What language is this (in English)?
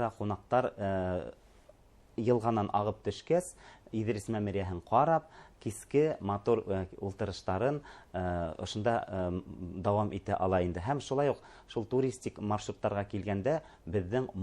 Bashkir